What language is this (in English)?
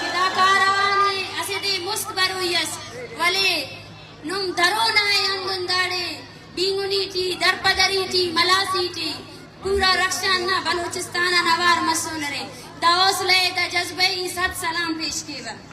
Brahui